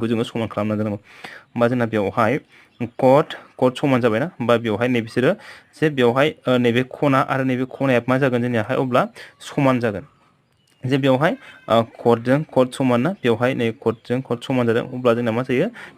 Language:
Bodo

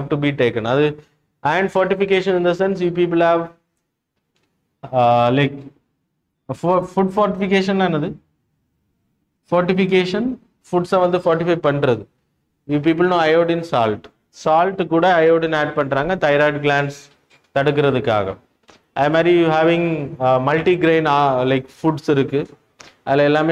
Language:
Tamil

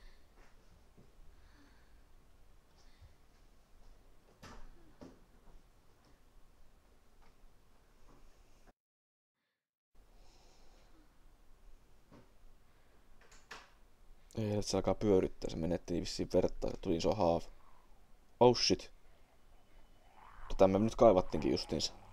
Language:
Finnish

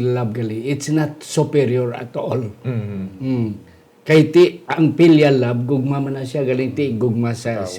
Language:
Hiligaynon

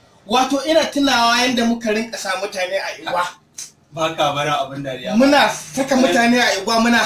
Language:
Hausa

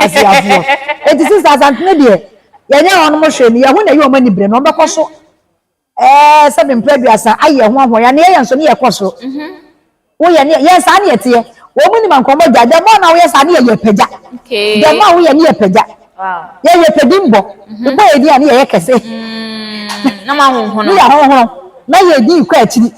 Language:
Akan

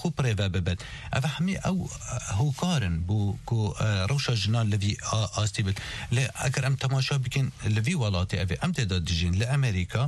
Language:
Kurdish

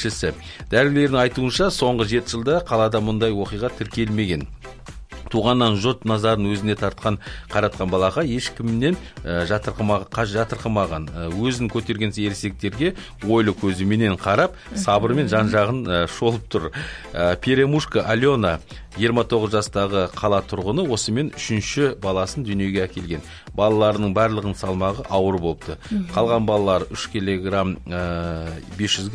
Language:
Kazakh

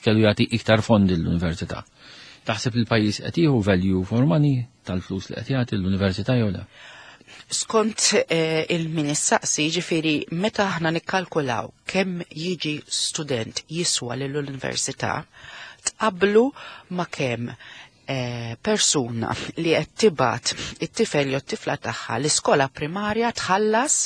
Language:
Maltese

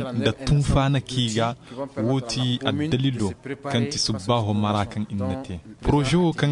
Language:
Zarma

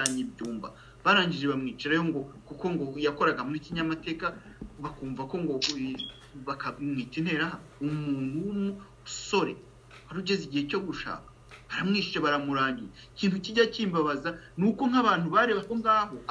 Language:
Kinyarwanda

